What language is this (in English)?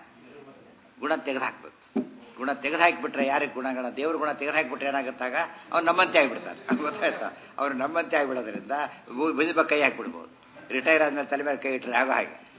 Kannada